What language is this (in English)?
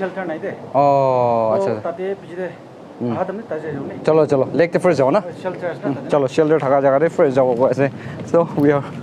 Naga Pidgin